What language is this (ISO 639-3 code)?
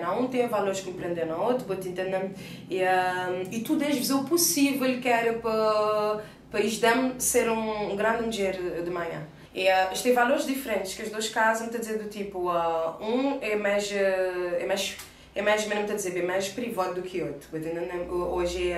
kea